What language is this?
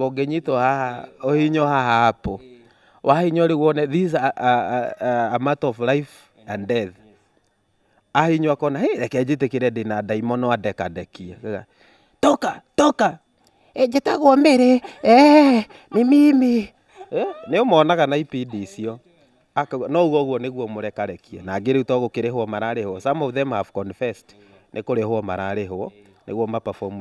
Kikuyu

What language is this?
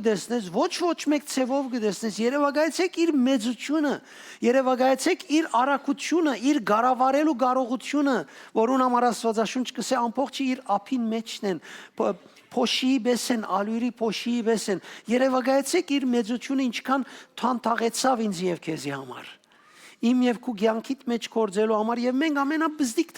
Western Armenian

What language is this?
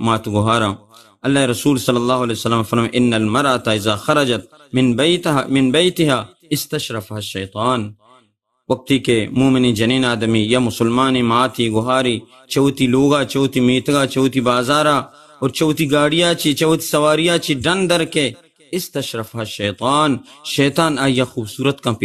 Baluchi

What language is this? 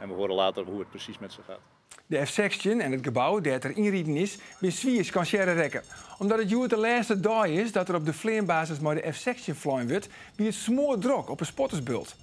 Western Frisian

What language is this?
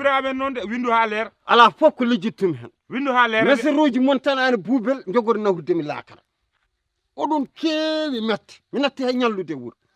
Fula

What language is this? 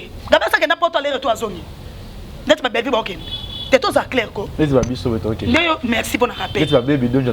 Lingala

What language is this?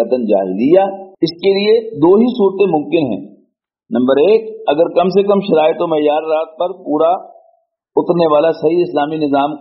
Urdu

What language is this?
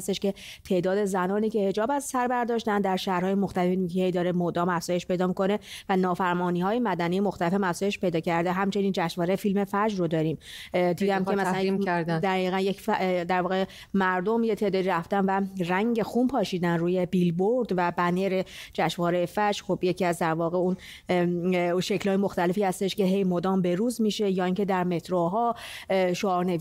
Persian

